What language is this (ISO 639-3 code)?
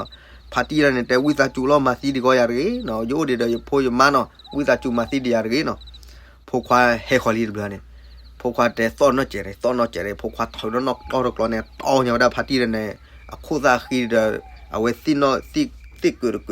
ksw